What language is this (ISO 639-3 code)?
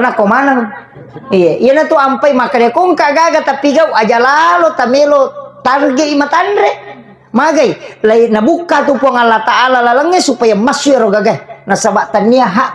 bug